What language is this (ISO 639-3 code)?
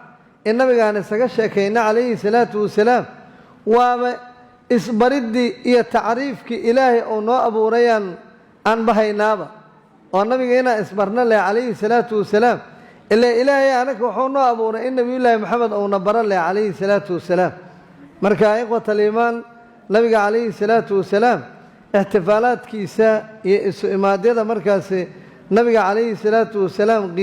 som